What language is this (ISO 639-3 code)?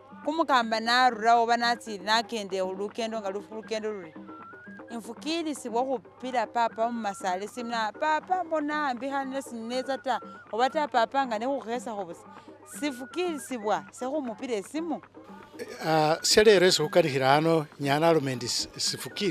myx